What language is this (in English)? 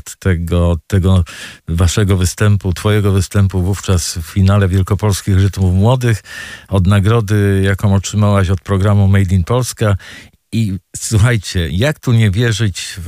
Polish